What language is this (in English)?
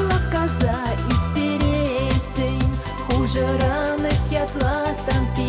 Chuvash